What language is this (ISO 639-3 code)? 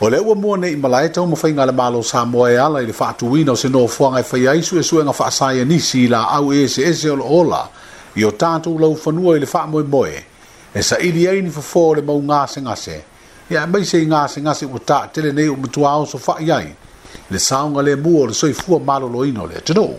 smo